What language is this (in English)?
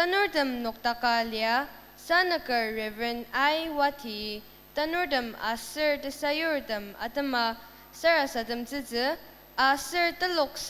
Ao Naga